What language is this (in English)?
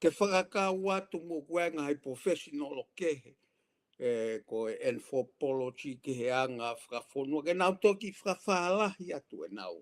Tongan